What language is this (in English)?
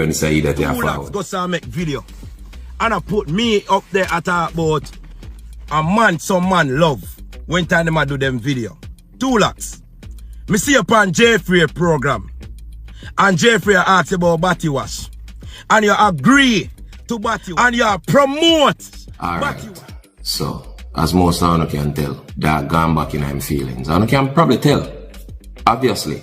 Jamaican Creole English